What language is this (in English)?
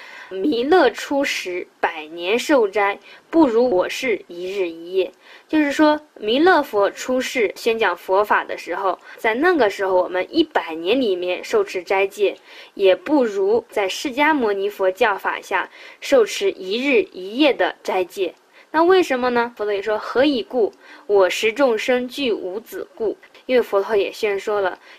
Chinese